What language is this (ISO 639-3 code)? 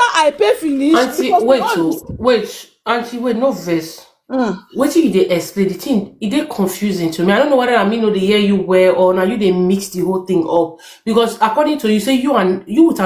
pcm